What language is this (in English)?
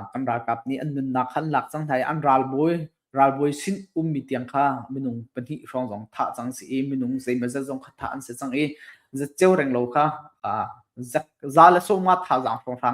Hakha Chin